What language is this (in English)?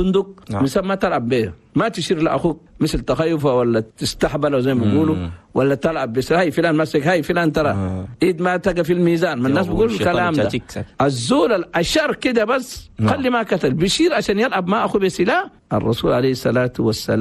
Chadian Arabic